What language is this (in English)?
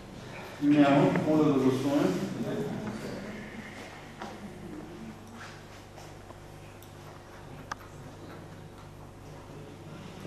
Bulgarian